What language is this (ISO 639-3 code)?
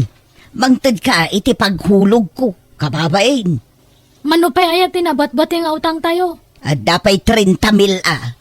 ilo